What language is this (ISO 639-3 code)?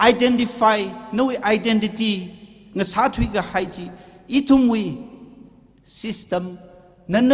nmf